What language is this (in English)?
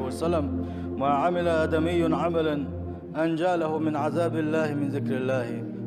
Chechen